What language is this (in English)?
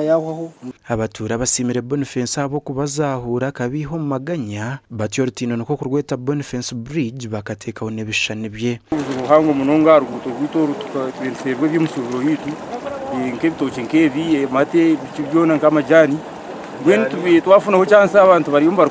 Nyankole